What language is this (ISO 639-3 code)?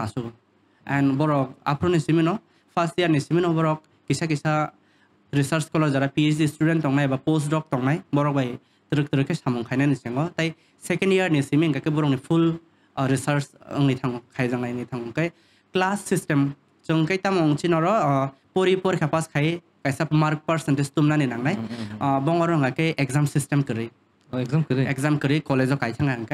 trp